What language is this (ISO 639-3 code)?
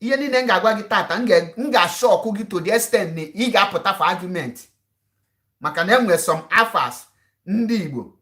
ibo